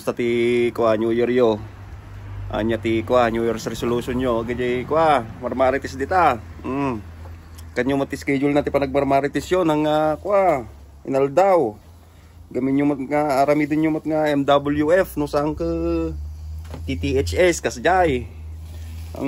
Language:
Iloko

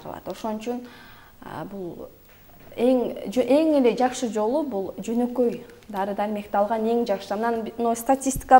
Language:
Kyrgyz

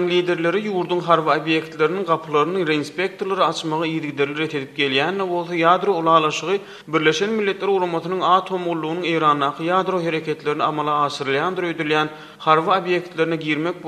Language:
Turkmen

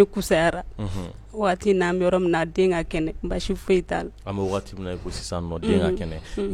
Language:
Bambara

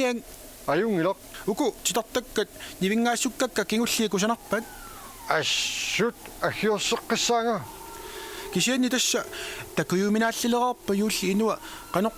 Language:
Kalaallisut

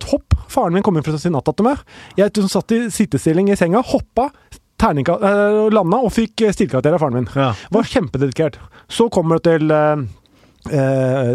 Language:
Norwegian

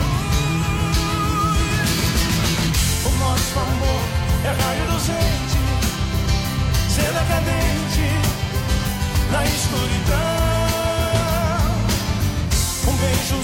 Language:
Portuguese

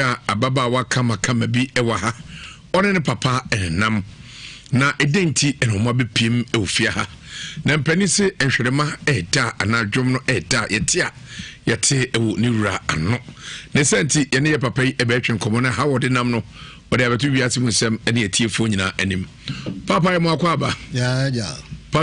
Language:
Akan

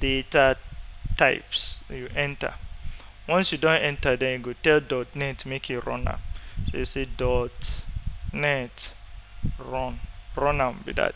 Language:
Nigerian Pidgin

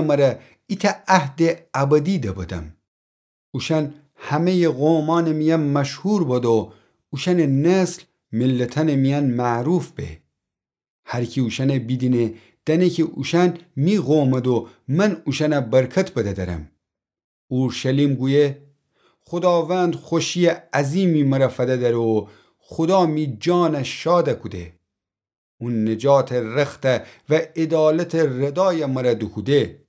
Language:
Gilaki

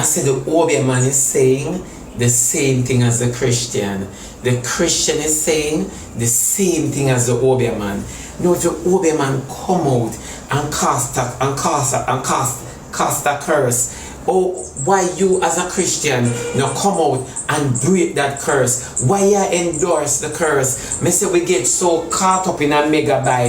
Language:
Jamaican Creole English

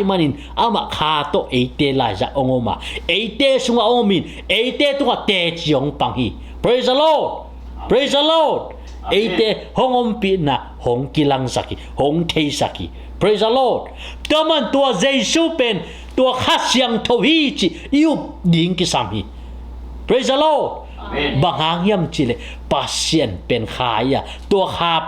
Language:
Tedim Chin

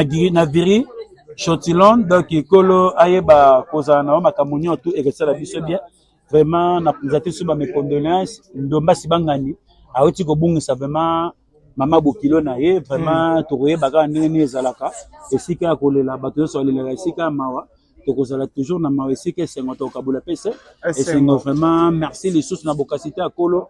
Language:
Lingala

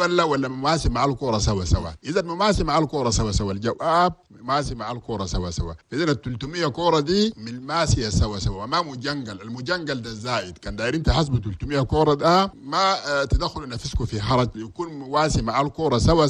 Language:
Chadian Arabic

